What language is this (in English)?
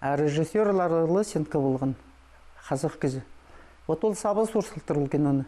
Khakas